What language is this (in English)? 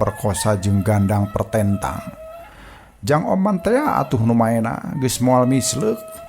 Sundanese